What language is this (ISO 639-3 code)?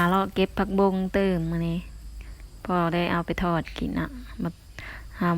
lao